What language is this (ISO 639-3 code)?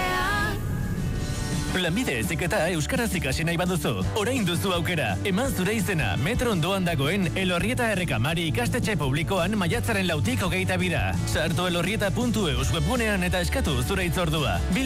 eus